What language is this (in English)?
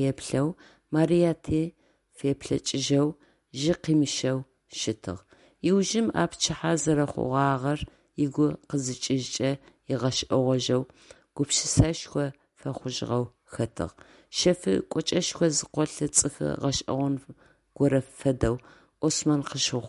Adyghe